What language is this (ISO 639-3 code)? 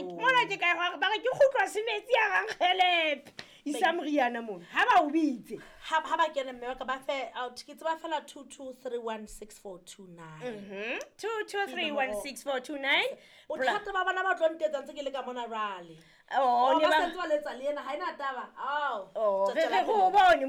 sot